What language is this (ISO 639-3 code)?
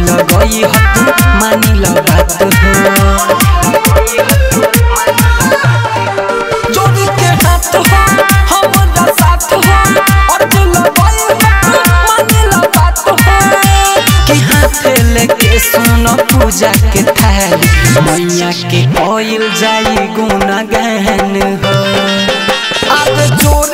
bho